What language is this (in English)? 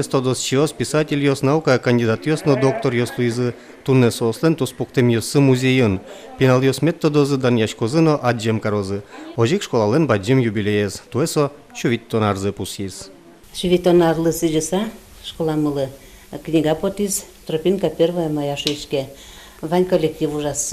Udmurt